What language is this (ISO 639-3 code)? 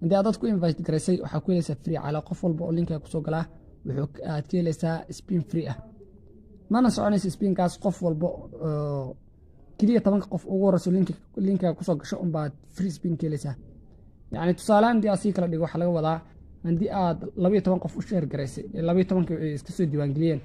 som